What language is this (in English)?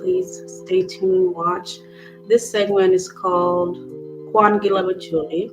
Acoli